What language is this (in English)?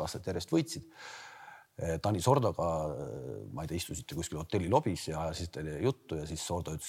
Estonian